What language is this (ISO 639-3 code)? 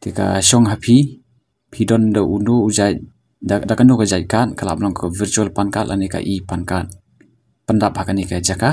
kha